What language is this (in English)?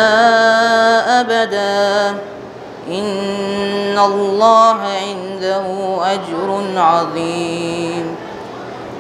Urdu